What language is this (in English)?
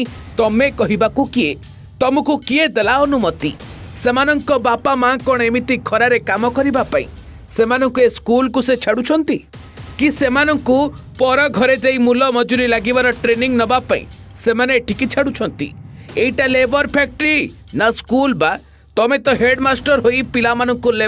Odia